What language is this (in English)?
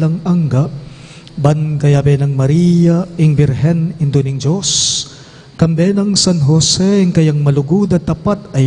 Pampanga